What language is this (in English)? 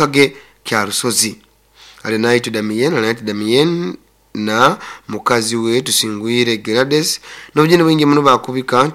Nyoro